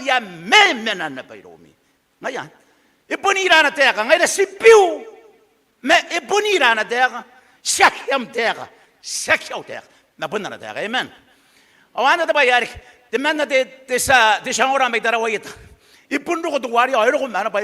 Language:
Gilbertese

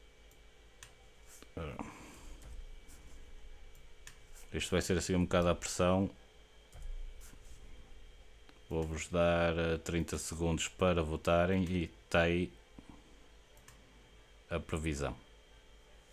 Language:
Portuguese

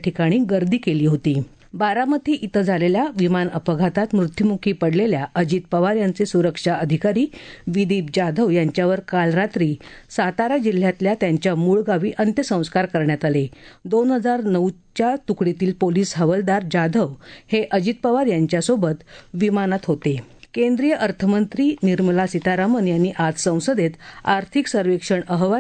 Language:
Marathi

